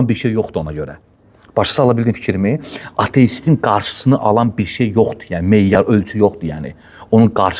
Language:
Azerbaijani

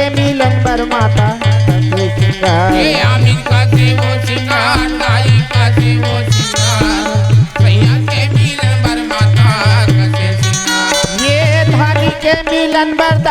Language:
Chhattisgarhi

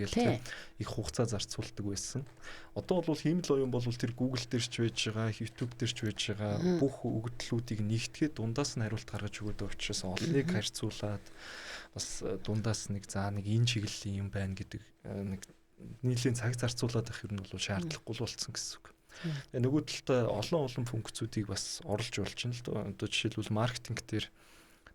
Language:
Mongolian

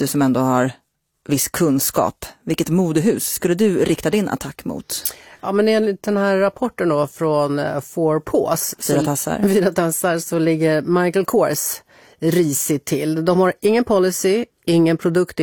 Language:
Swedish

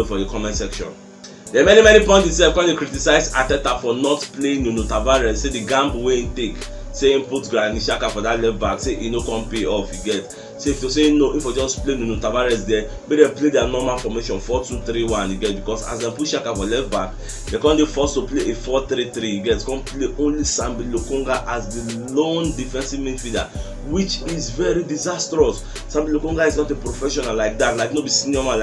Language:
Nigerian Pidgin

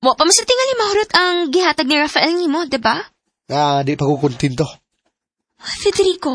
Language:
Cebuano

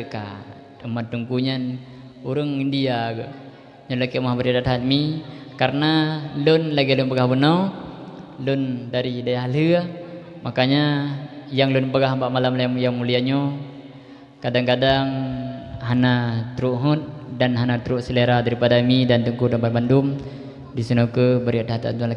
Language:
Achinese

